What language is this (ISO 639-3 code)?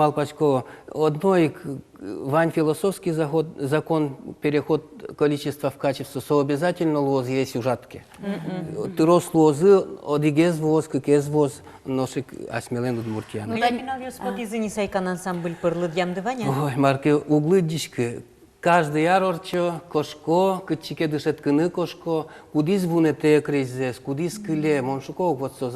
udm